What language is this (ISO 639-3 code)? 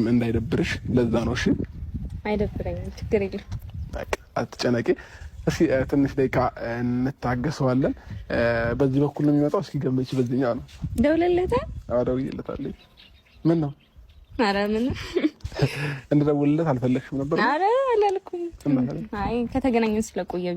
amh